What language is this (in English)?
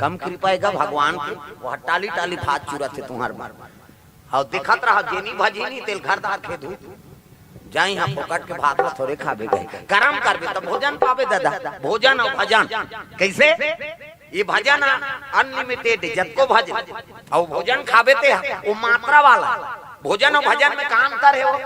Chhattisgarhi